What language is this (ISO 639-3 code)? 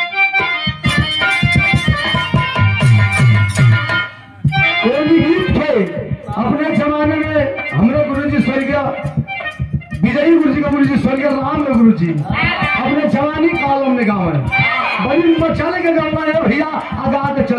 bho